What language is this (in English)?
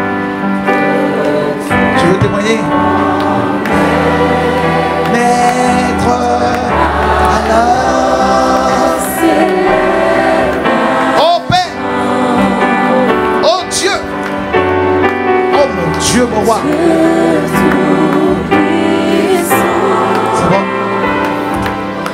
French